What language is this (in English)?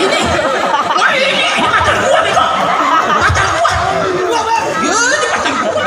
Betawi